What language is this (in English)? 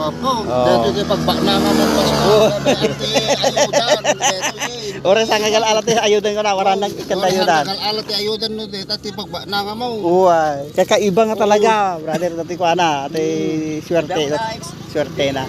Iloko